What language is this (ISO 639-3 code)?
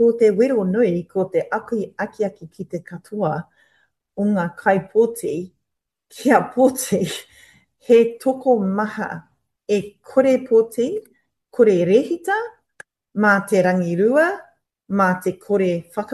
mri